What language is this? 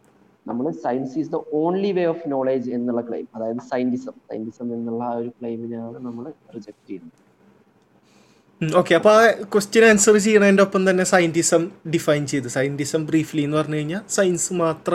Malayalam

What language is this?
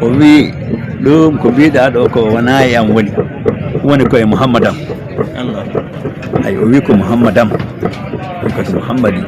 Fula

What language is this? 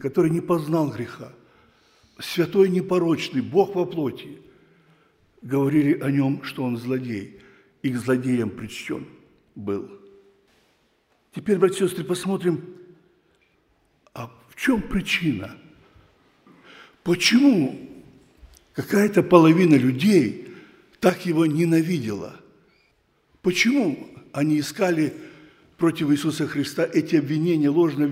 Russian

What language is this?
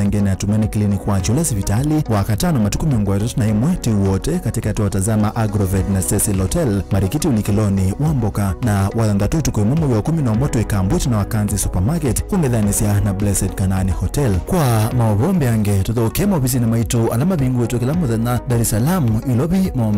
Kamba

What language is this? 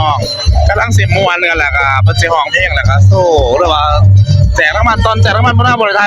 Northeastern Thai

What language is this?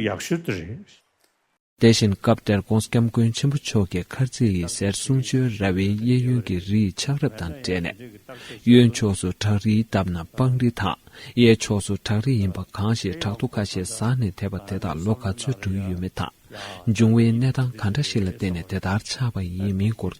Tibetan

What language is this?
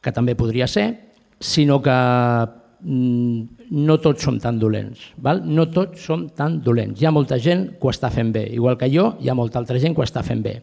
Catalan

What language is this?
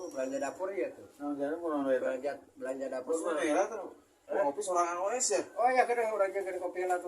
Sundanese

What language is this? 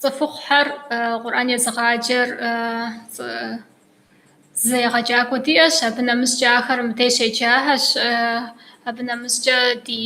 Kabardian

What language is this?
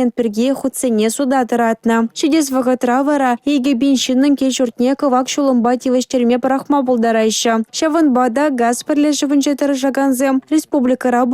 Chuvash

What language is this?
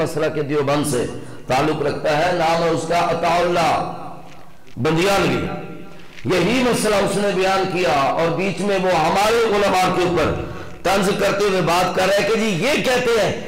Urdu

